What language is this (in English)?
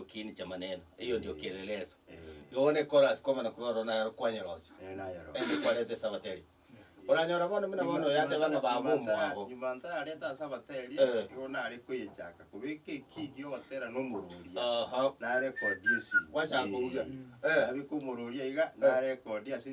Gusii